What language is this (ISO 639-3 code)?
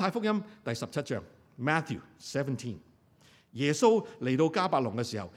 yue